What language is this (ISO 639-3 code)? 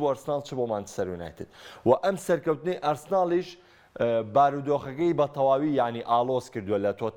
ckb